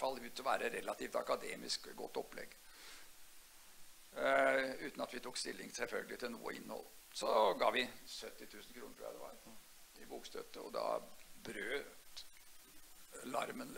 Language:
Norwegian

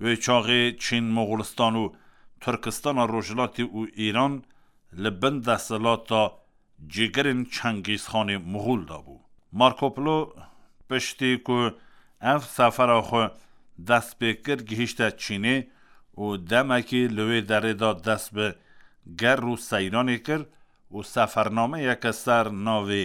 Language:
Kurdish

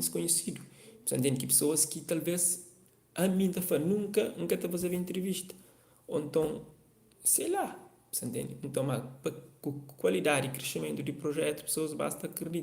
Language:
Kabuverdianu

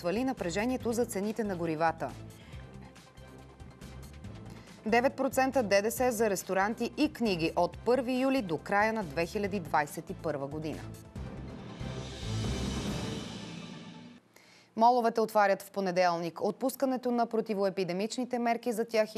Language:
Bulgarian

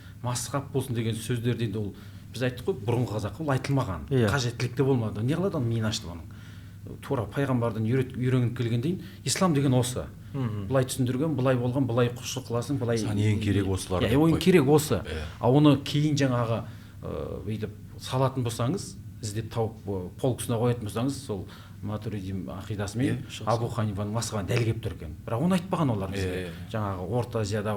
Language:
Kazakh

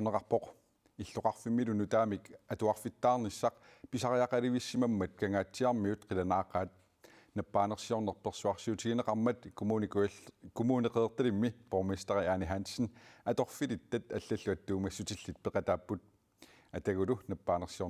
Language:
Kalaallisut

